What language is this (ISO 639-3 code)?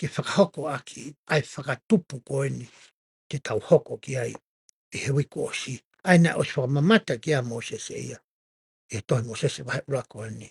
ton